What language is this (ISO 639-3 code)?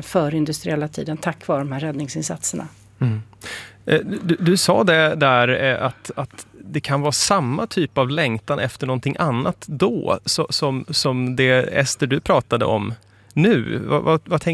swe